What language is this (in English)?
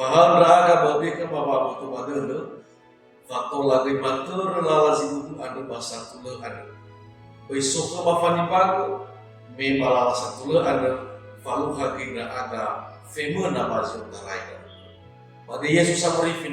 Nias